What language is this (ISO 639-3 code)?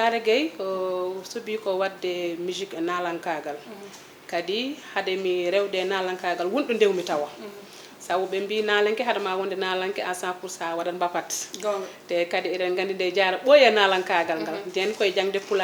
ful